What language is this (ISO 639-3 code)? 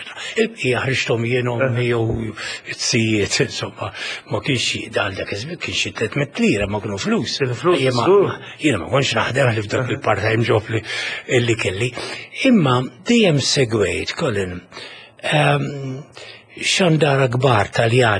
mlt